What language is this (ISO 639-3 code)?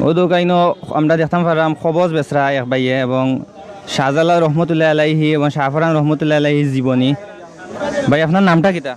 syl